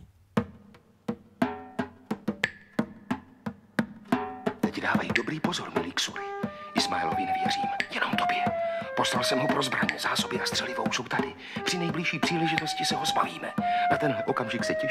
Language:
Czech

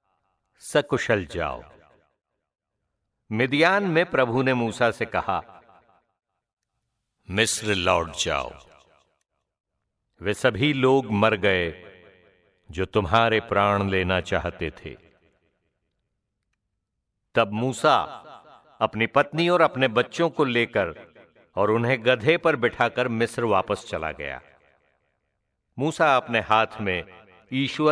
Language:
Hindi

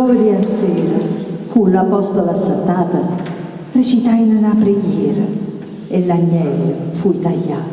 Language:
Neapolitan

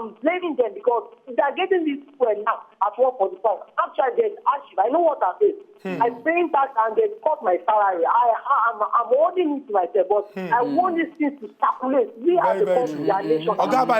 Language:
Nigerian Pidgin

